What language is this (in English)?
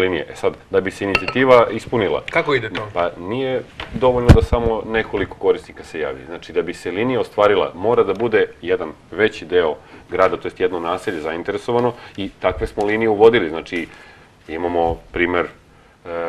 Serbian